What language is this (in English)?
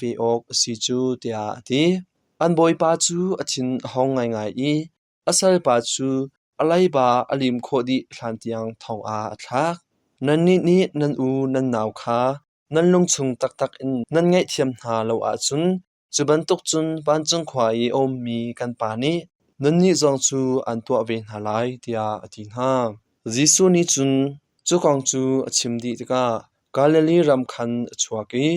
Hakha Chin